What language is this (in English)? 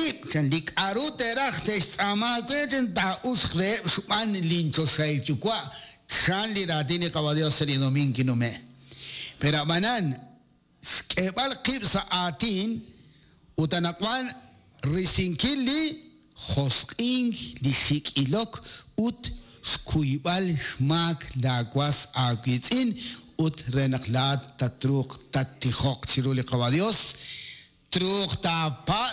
Kekchí